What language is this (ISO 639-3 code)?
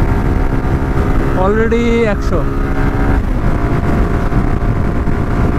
ben